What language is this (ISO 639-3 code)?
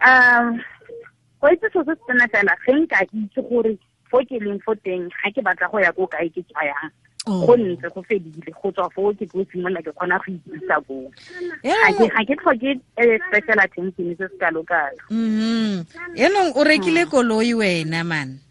tsn